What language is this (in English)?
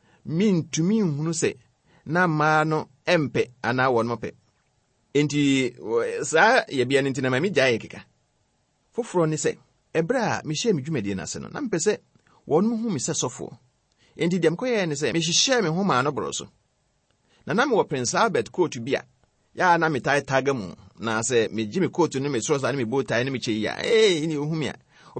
Akan